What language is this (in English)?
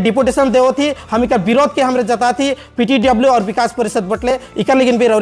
Sadri